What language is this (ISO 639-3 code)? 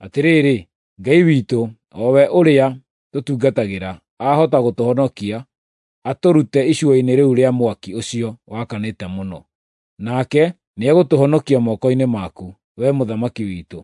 kik